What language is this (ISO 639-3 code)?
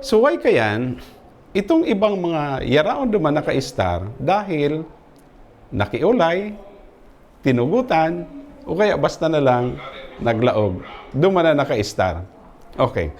bik